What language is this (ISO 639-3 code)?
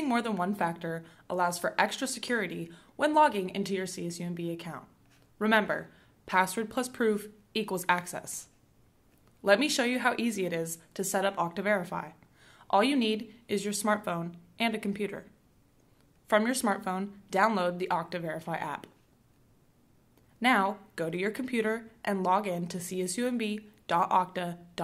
eng